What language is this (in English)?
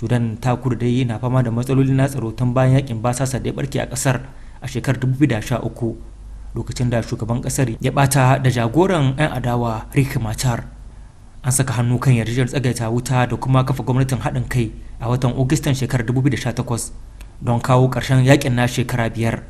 Hausa